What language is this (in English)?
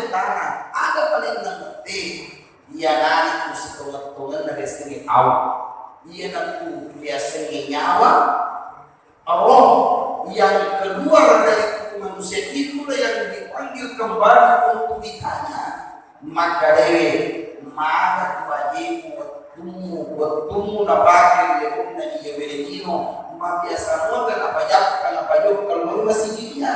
Buginese